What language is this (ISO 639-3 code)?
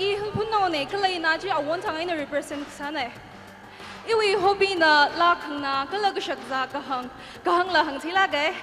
nmf